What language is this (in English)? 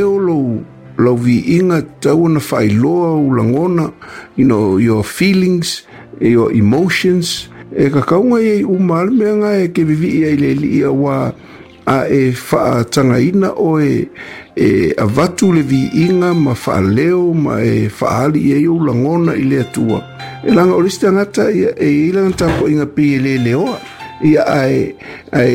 Samoan